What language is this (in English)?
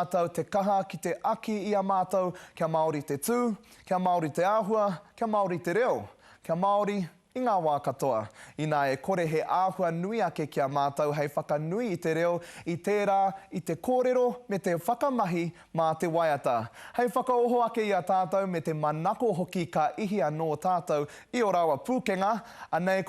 Māori